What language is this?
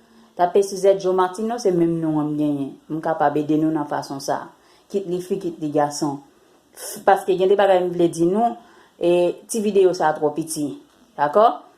Haitian Creole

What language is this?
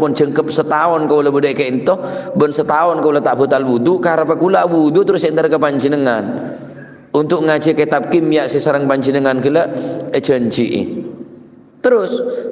Madurese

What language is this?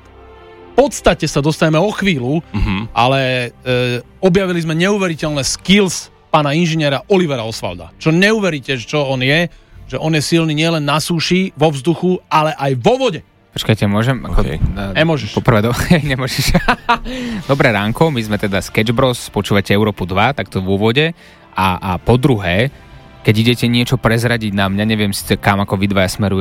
Slovak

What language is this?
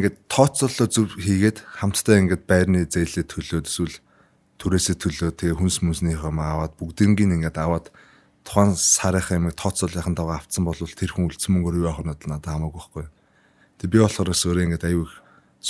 Mongolian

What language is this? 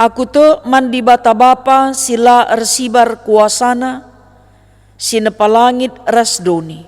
Batak Karo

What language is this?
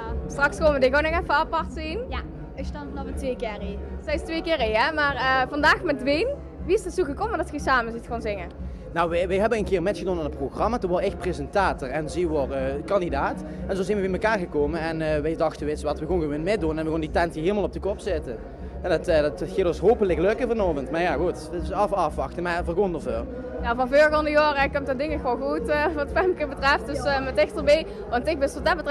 Limburgish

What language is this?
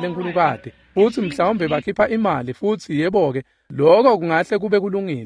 Swati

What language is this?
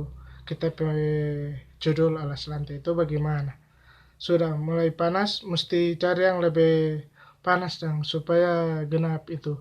Manado Malay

